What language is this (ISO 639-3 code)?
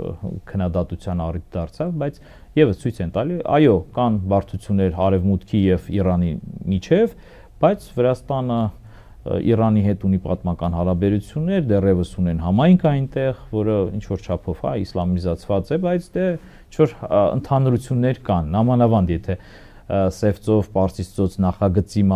hye